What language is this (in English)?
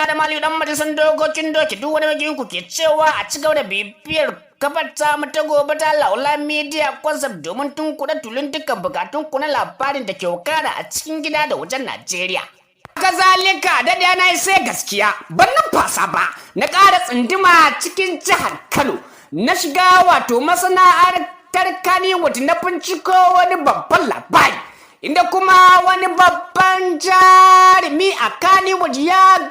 Hausa